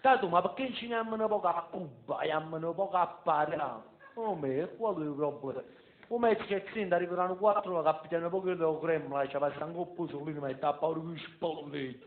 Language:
Neapolitan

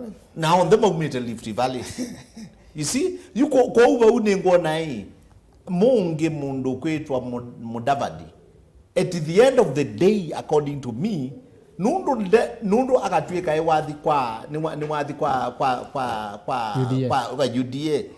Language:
Kamba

